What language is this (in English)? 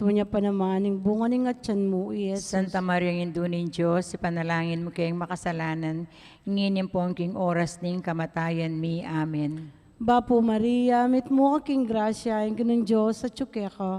Pampanga